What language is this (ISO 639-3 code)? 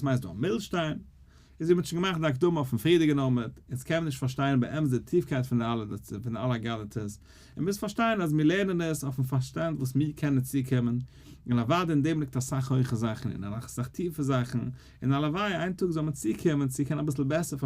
yid